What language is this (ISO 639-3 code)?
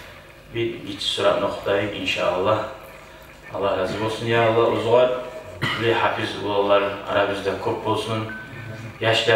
kum